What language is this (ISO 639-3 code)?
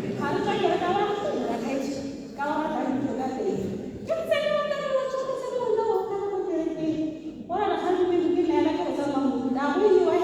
tsn